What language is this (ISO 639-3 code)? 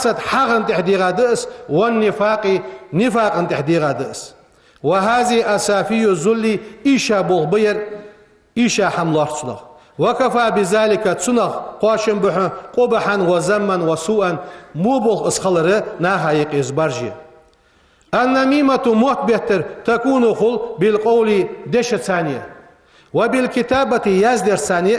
inh